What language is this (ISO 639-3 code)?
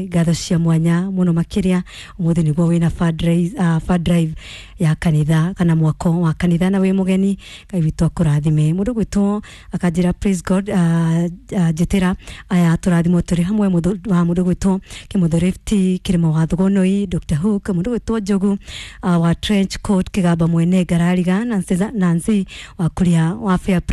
kik